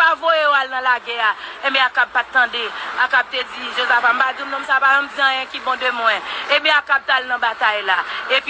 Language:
Haitian Creole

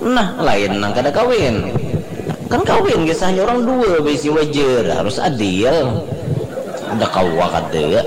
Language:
Banjar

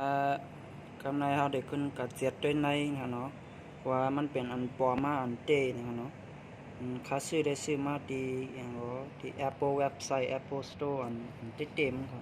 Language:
Shan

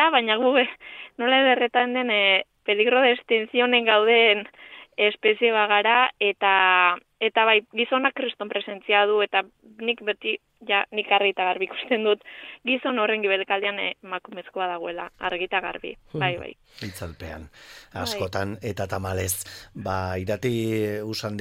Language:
Basque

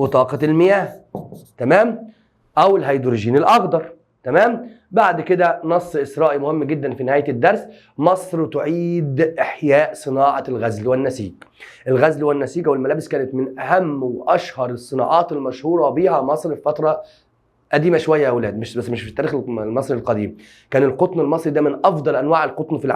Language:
Egyptian Arabic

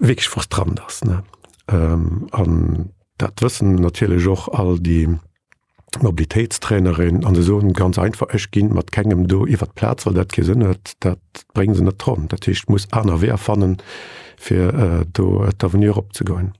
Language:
Luxembourgish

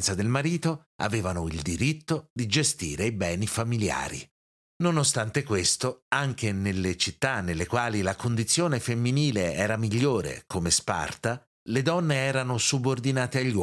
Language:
Italian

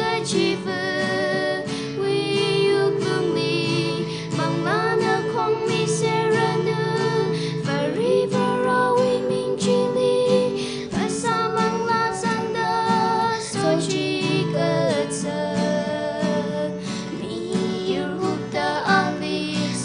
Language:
Tangkhul Naga (India)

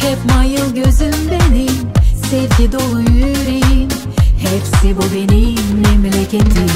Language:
Gagauz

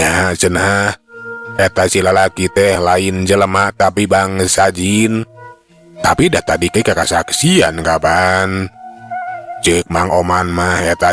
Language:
Sundanese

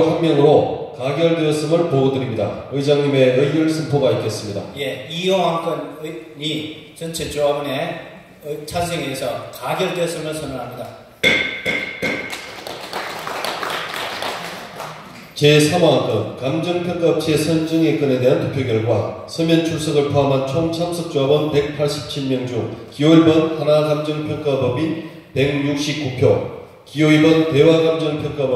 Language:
Korean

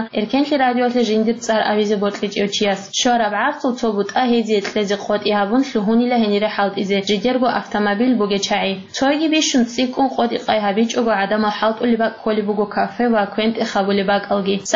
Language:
Avaric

